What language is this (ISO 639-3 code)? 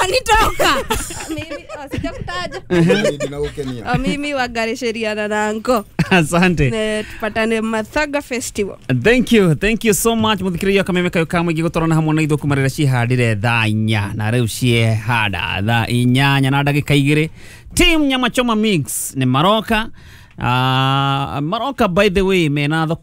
kik